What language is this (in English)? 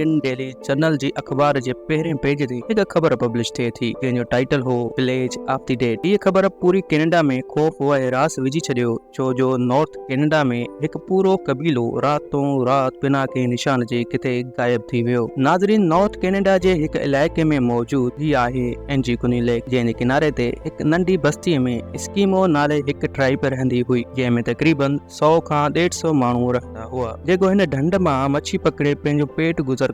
Sindhi